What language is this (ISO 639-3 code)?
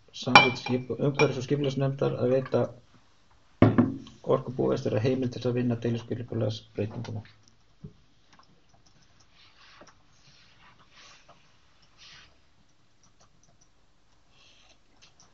isl